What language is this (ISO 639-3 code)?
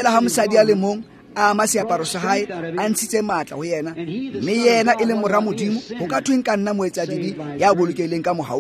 tsn